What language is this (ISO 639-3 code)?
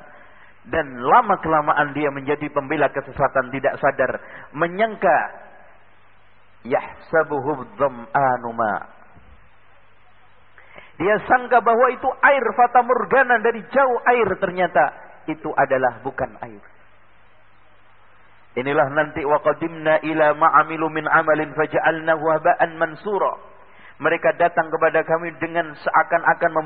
ind